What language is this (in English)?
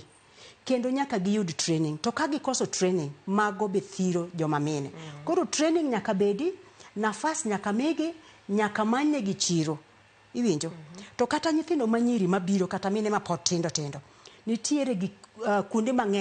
Luo (Kenya and Tanzania)